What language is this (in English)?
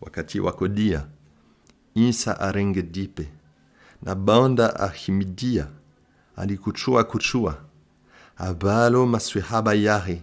Comorian